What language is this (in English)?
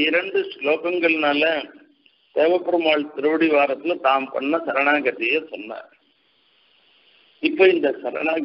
Tamil